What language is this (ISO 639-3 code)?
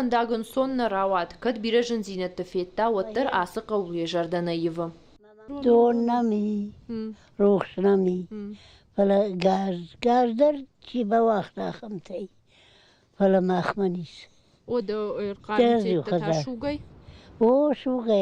oss